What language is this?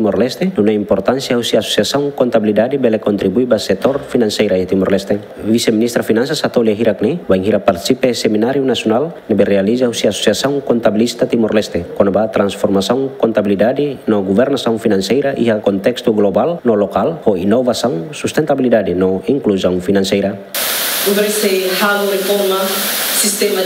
Tetum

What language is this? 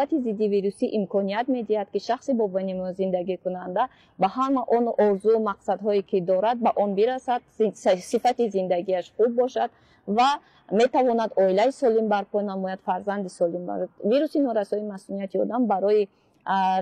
Tajik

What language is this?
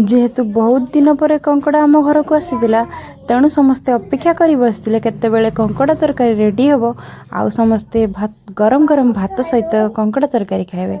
Odia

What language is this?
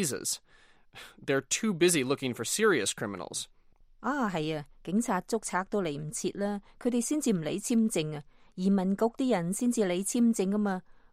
Cantonese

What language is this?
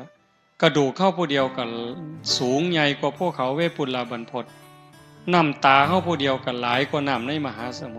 Northeastern Thai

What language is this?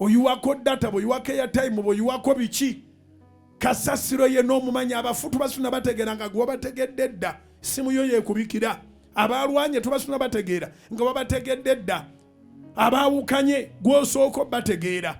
Ganda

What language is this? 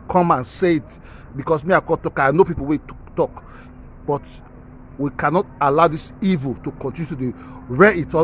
Nigerian Pidgin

